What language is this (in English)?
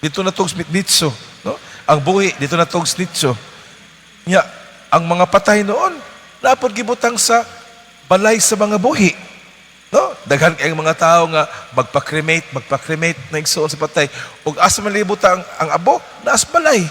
Cebuano